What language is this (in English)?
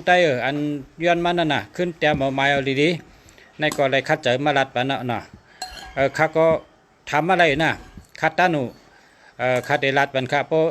Shan